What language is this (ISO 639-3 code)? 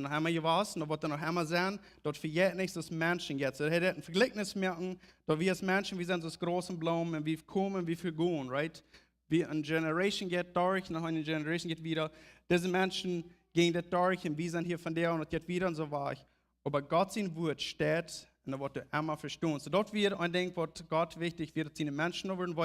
pdt